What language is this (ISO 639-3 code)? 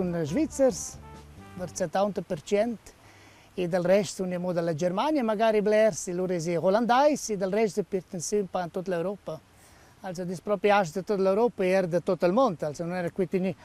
roh